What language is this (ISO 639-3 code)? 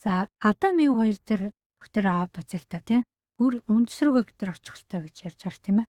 mon